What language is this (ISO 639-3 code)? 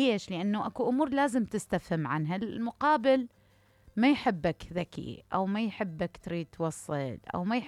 acm